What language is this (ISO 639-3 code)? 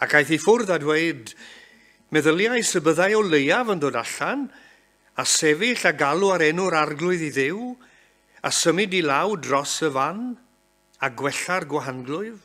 cym